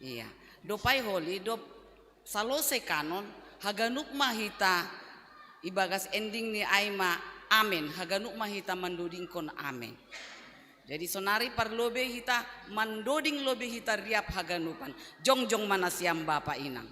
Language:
Batak Simalungun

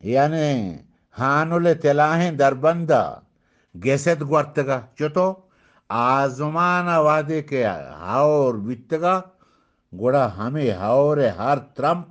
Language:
Eastern Balochi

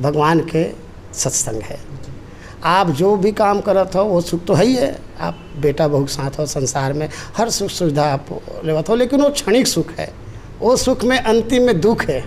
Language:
Chhattisgarhi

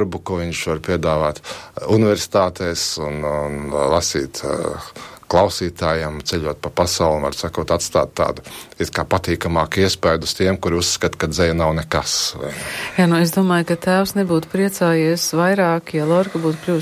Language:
Latvian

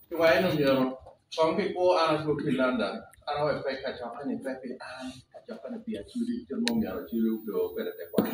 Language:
Acoli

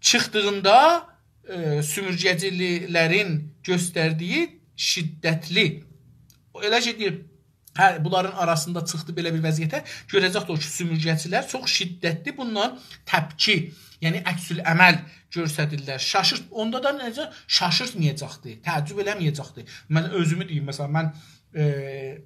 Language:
South Azerbaijani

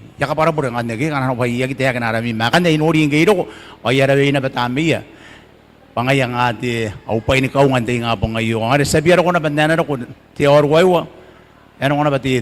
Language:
Gilbertese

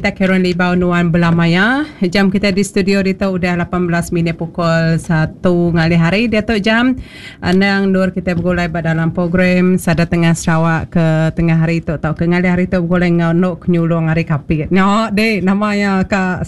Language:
Iban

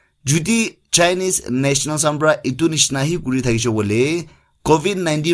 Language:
Naga Pidgin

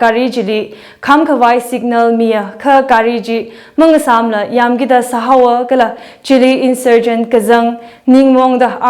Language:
Tangkhul Naga (India)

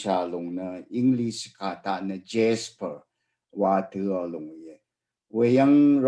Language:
Rawang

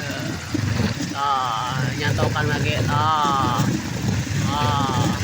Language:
Sundanese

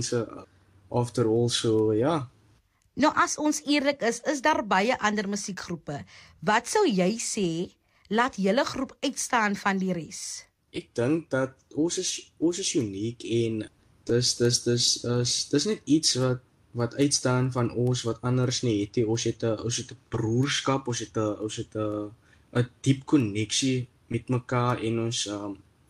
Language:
Afrikaans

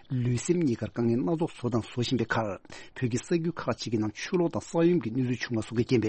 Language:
Tibetan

